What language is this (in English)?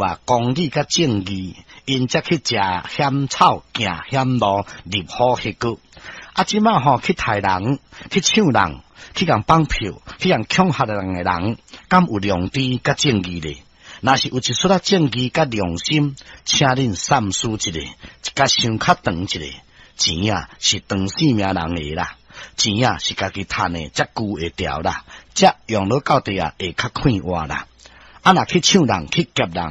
Min Nan Chinese